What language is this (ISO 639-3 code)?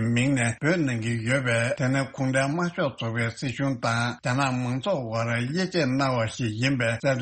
bod